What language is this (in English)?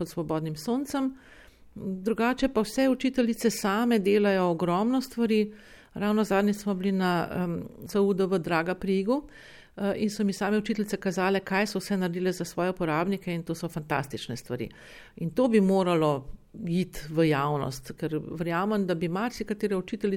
Slovenian